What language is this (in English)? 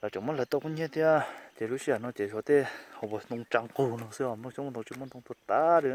Hmong